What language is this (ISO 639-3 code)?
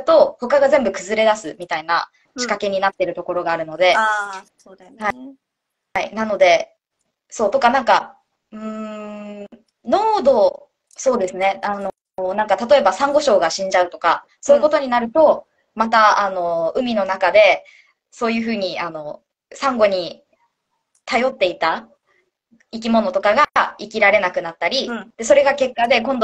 jpn